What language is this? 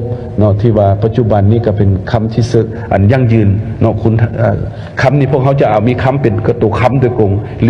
Lao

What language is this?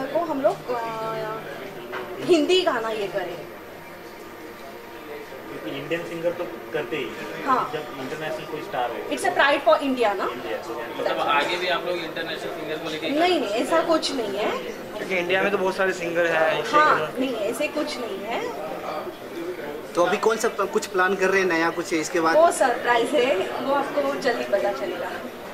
Hindi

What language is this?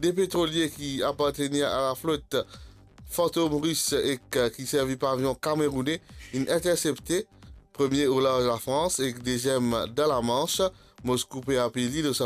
Morisyen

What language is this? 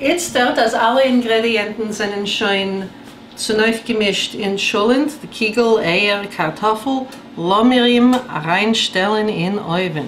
Yiddish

